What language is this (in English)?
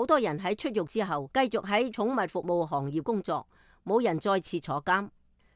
Cantonese